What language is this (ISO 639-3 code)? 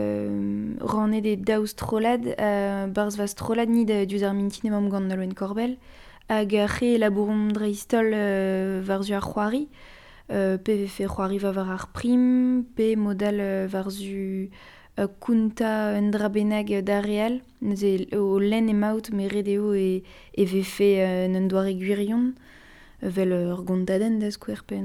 bre